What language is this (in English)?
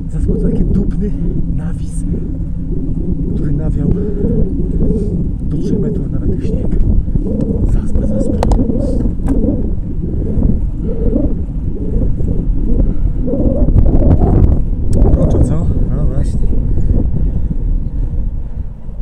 Polish